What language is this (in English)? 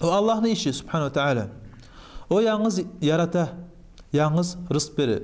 Kumyk